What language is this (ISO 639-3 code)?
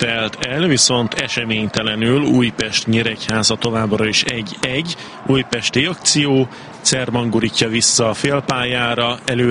hun